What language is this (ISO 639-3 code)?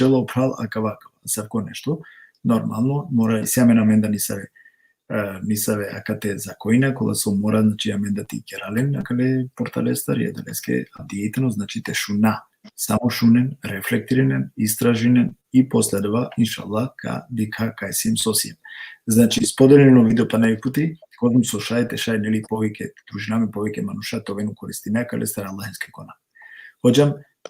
rmn